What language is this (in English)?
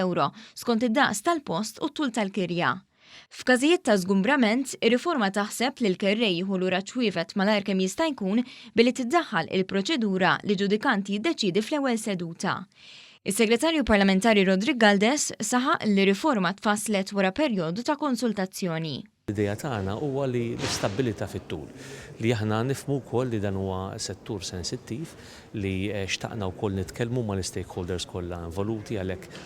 Maltese